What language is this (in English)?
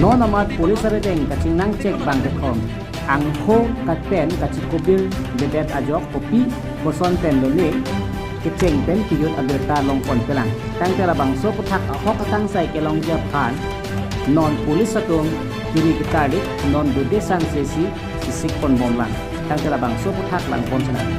Karbi